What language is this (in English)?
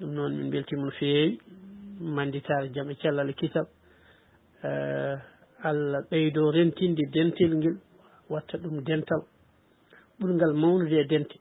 Fula